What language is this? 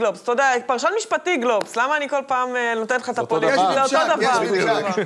Hebrew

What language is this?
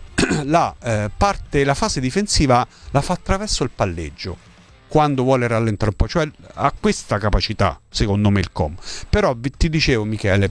Italian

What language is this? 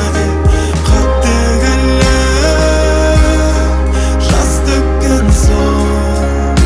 Kazakh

